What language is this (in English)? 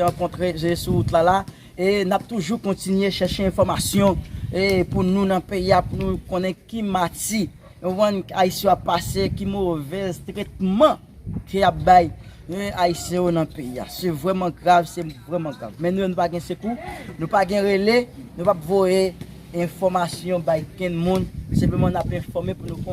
Haitian Creole